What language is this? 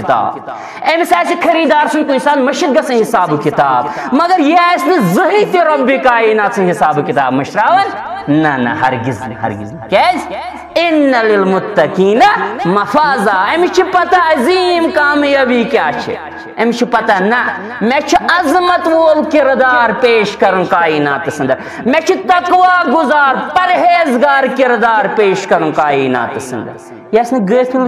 Kashmiri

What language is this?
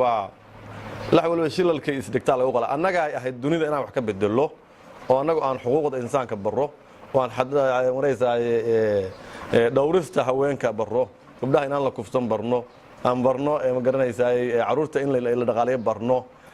Somali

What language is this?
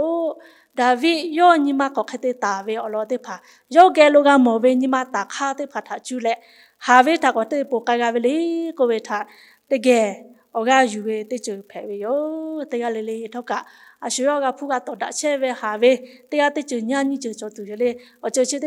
Lahu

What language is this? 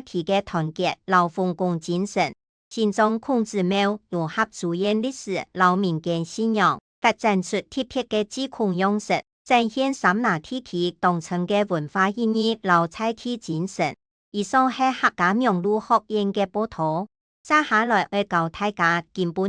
Hakka Chinese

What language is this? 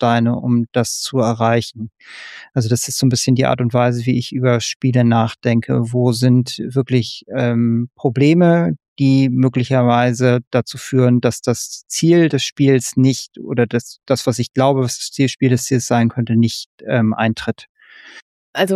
German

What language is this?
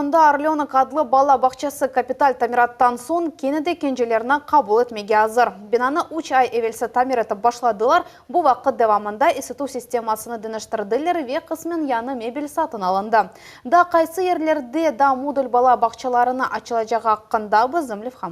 Crimean Tatar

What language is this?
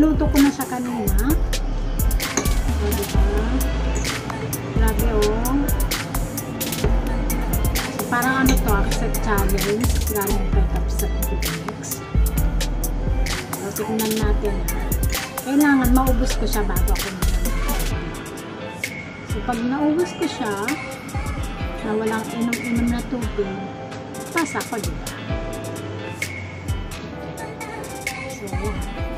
Filipino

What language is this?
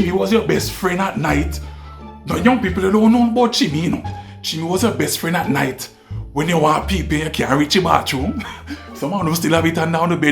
Jamaican Creole English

